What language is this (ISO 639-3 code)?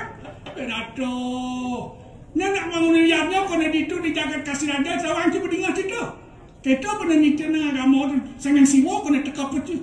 ban